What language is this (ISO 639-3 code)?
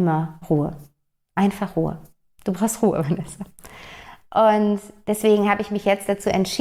deu